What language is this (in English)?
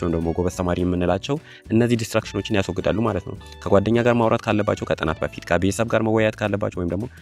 Amharic